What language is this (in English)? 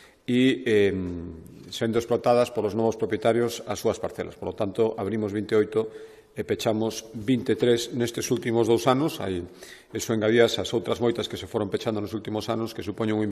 Galician